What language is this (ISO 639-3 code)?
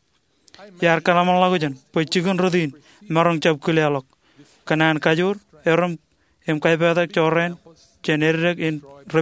mah